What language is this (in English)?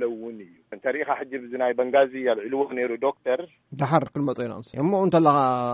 Tigrinya